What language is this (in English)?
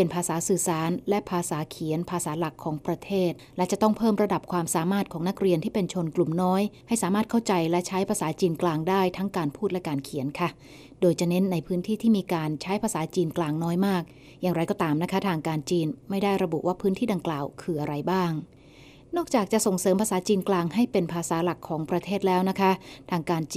Thai